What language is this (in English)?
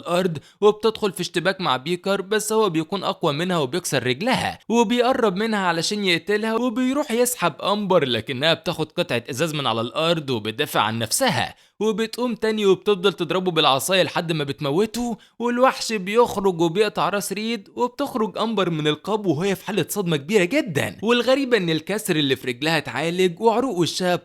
Egyptian Arabic